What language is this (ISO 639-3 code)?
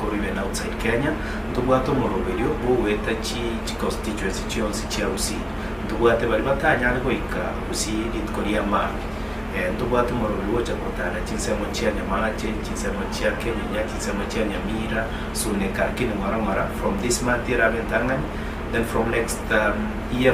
guz